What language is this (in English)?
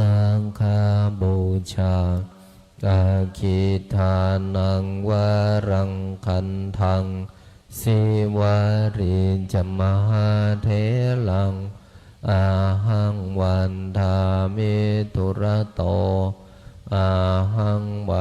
Pali